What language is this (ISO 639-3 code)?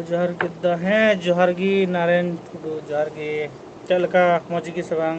sat